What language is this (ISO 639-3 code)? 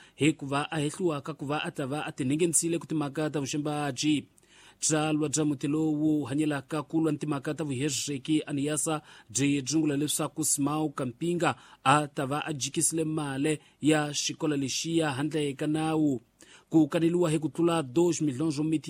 tso